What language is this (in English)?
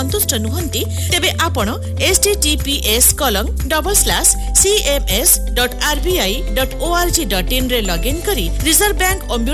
Odia